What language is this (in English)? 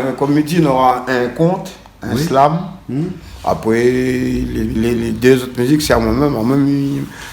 Réunion Creole French